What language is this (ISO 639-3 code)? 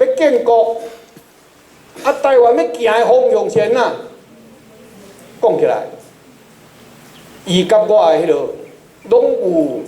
nan